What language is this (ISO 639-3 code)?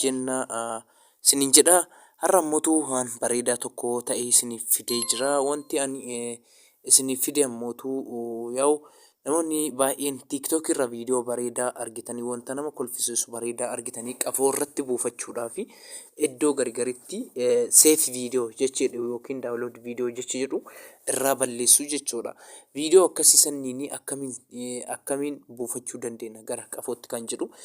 orm